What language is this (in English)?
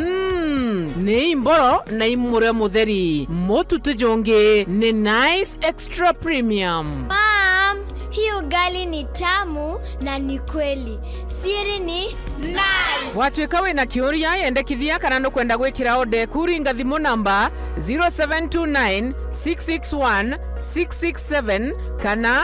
Meru